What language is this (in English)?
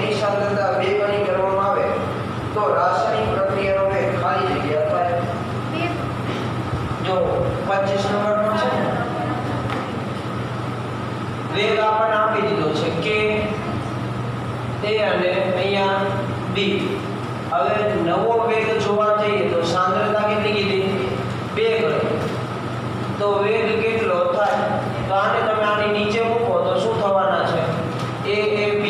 Gujarati